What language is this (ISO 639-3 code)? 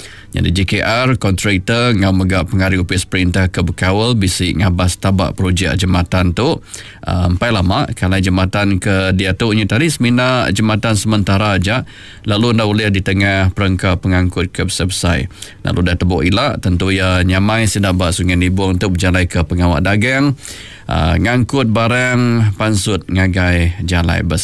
iba